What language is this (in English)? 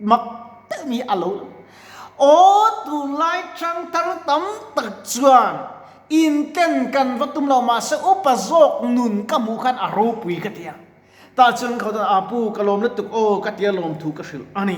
Mizo